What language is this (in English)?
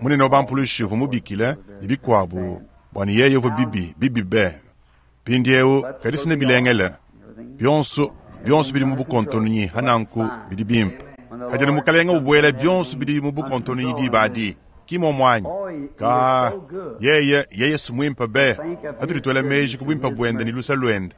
Luba-Lulua